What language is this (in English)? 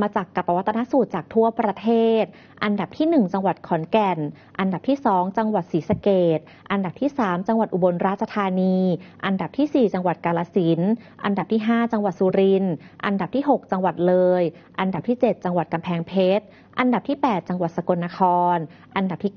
Thai